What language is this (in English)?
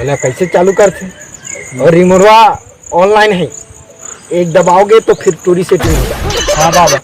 Chhattisgarhi